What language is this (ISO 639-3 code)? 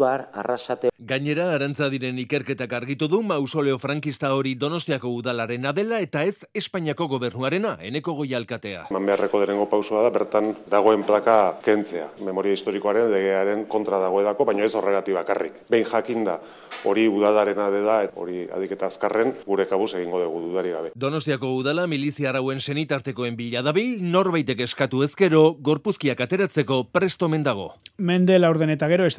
eus